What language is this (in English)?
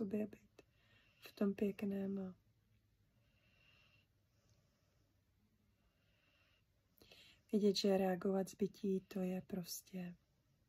Czech